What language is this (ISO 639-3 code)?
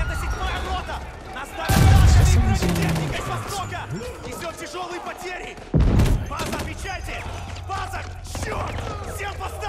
deu